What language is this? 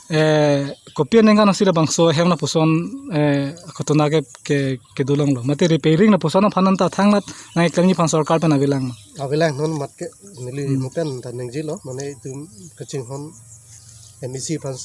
Karbi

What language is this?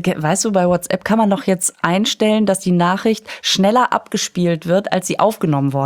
German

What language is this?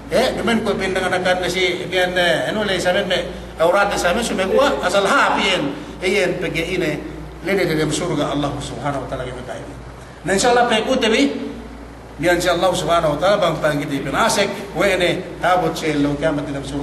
Yakan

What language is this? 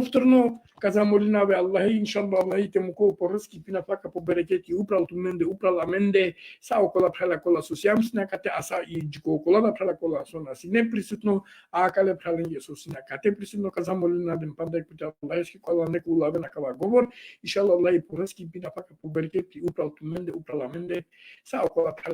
Balkan Romani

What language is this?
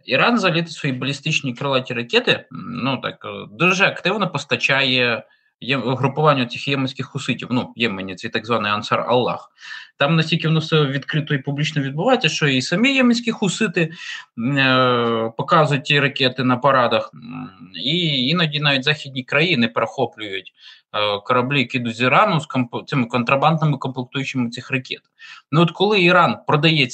Ukrainian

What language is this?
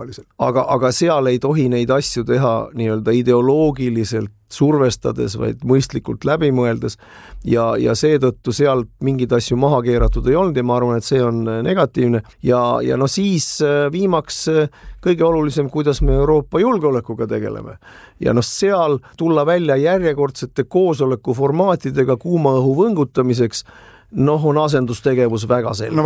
Estonian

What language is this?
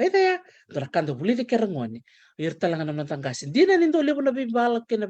Fijian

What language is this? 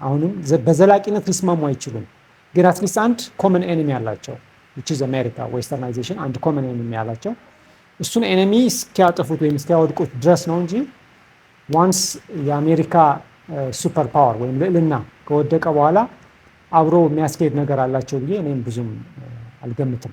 Amharic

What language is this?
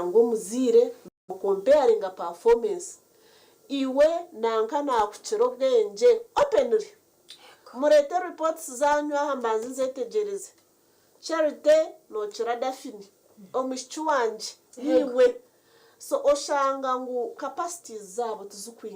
Nyankole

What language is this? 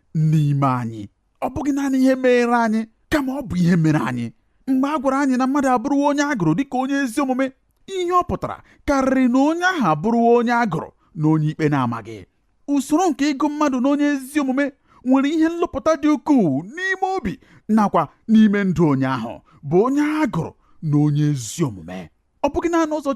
Igbo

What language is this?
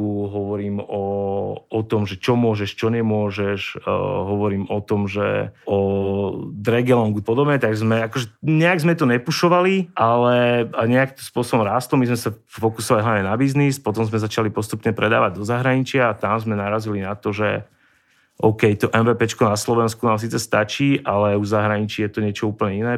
Slovak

